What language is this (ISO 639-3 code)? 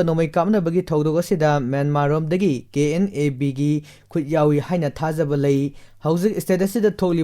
mni